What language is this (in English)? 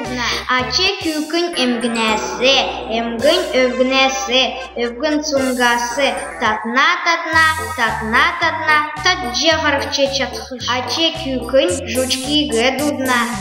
Kalmyk